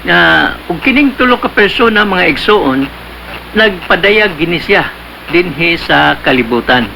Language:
Cebuano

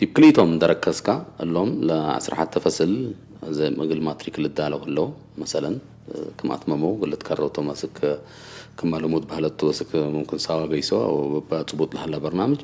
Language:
Tigre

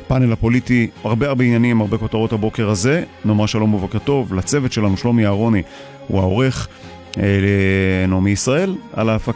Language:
Hebrew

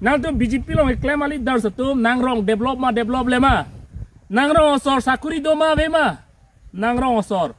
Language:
Karbi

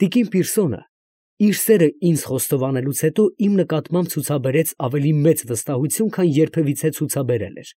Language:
Armenian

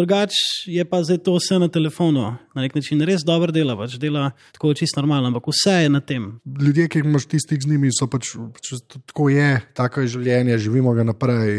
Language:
Slovenian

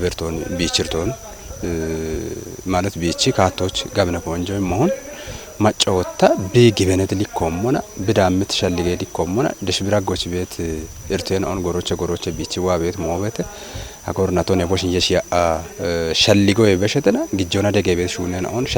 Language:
Kafa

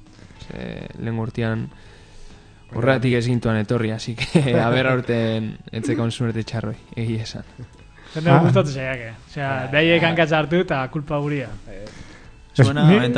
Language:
Basque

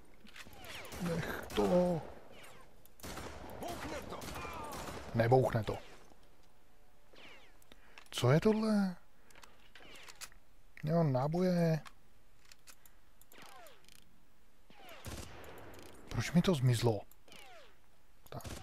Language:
Czech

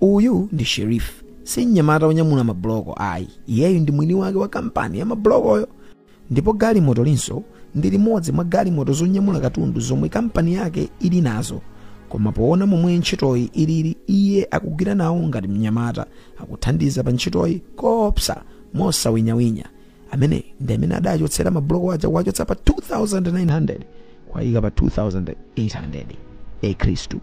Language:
Nyanja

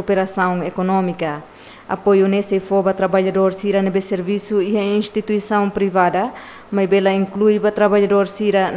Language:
Tetum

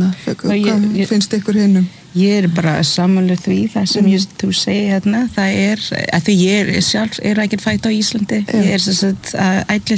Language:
Icelandic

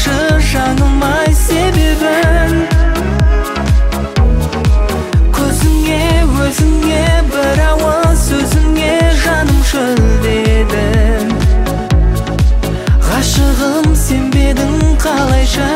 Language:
Kazakh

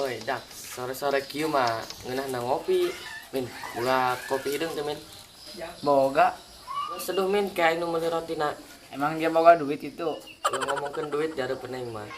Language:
Sundanese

